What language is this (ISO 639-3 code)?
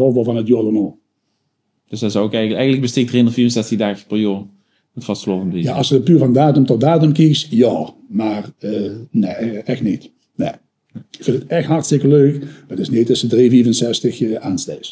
lim